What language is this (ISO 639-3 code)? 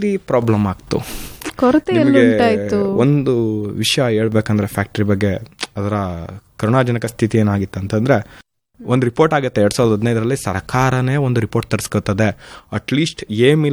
kan